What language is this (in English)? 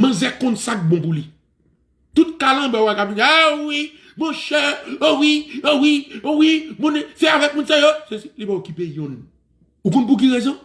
Haitian Creole